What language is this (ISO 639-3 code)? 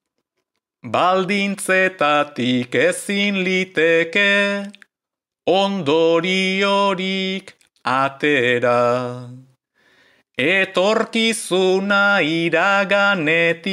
eus